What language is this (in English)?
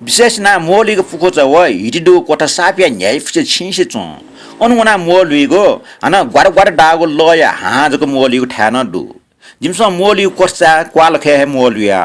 Newari